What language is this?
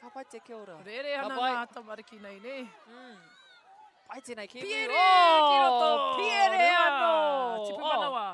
Māori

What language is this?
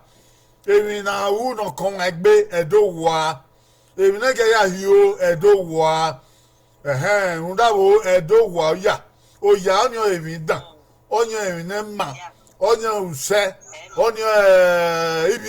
Bini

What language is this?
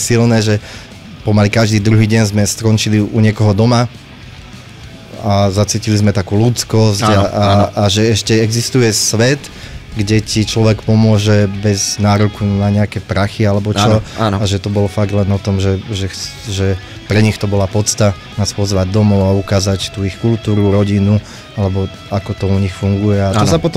Slovak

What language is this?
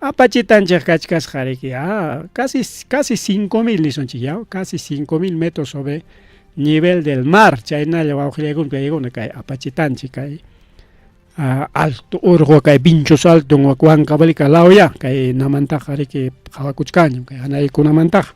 Ayacucho Quechua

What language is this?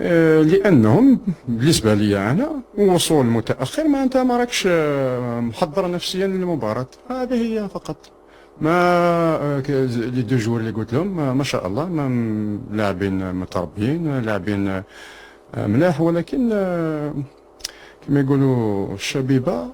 Algerian Arabic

